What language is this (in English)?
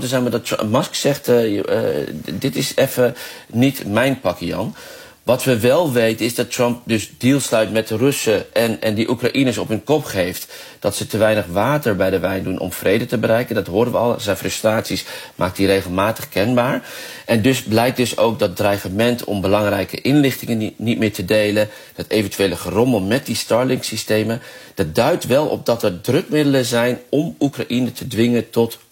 Dutch